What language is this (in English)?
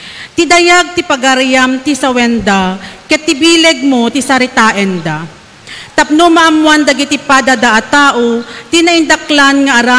Iloko